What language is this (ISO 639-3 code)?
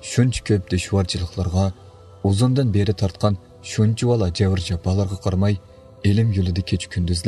uig